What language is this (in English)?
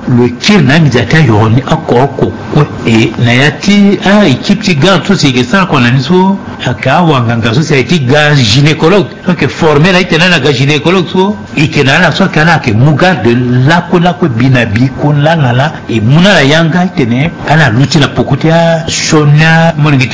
Sango